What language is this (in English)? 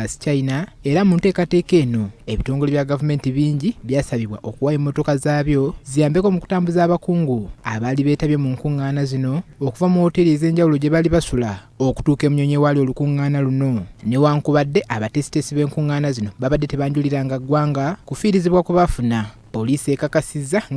Ganda